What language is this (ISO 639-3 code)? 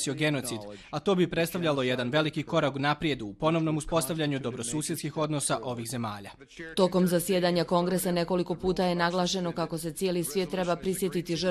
bos